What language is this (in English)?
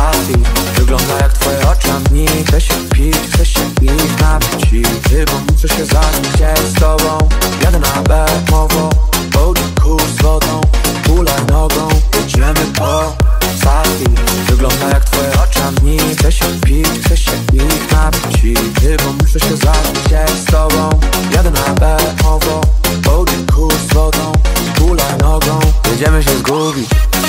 Polish